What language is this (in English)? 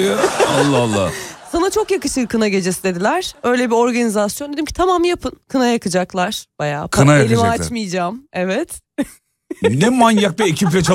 Turkish